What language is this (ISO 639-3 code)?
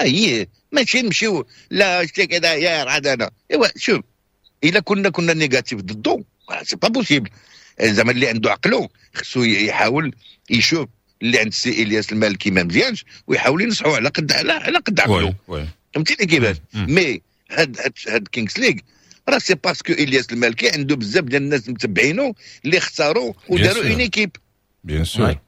ary